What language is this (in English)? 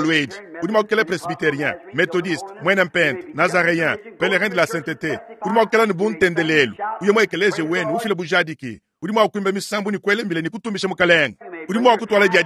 Luba-Lulua